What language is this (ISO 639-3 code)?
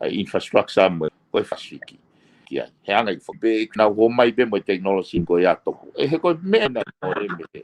ton